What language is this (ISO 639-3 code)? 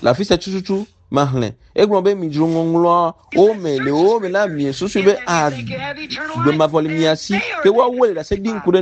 ewe